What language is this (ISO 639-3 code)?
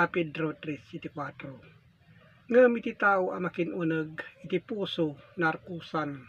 ilo